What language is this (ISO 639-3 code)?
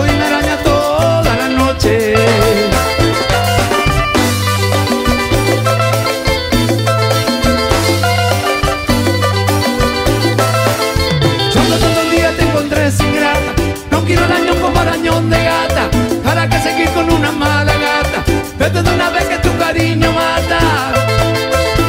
spa